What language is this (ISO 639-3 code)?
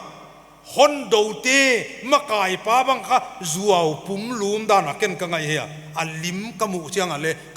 pck